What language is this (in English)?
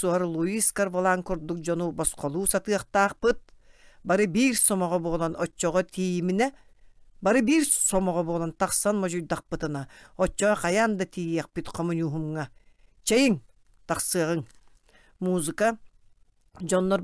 Yakut